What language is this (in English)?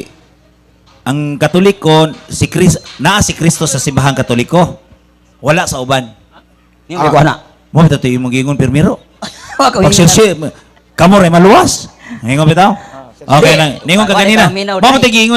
Cebuano